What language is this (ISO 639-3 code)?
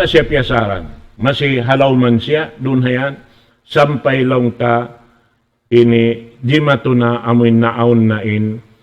tsg